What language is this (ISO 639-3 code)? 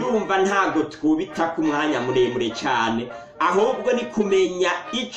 run